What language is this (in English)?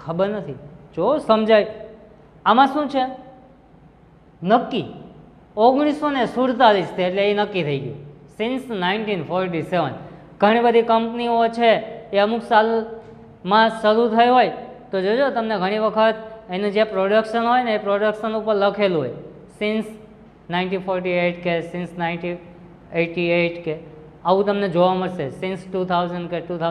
Gujarati